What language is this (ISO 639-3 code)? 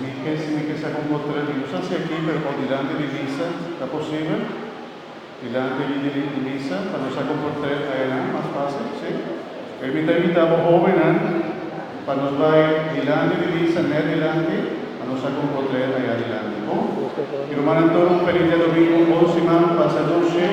pap